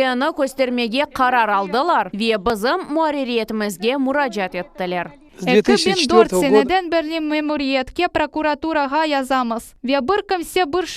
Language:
Crimean Tatar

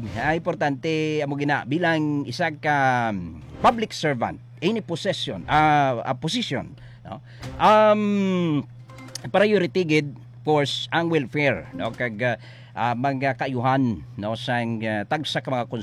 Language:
Hiligaynon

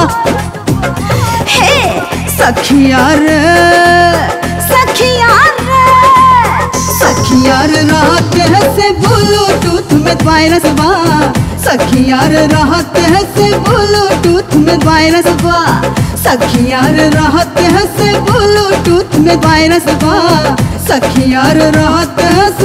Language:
Bhojpuri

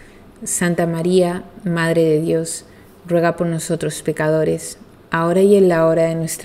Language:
Spanish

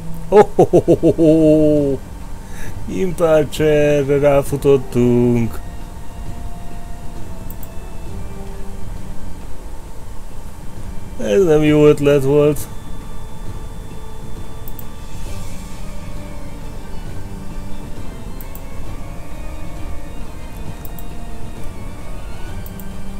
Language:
Hungarian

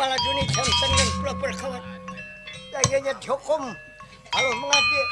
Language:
Banjar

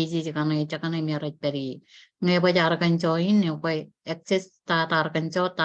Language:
Marshallese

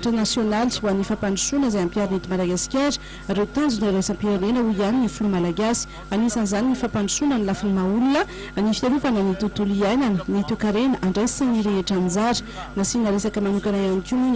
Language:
Malagasy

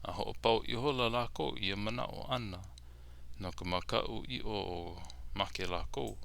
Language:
Hawaiian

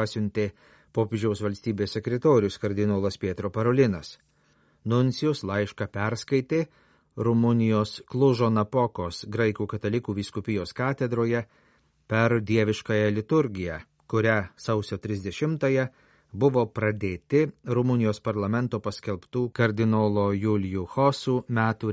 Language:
Lithuanian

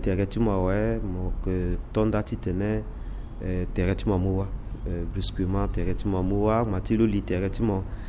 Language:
Sango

